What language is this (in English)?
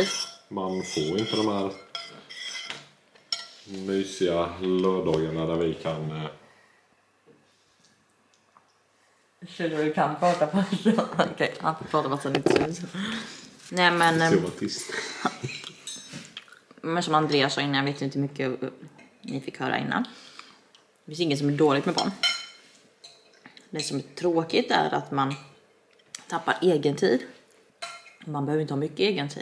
Swedish